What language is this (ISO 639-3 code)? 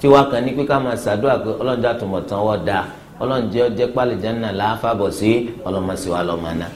yor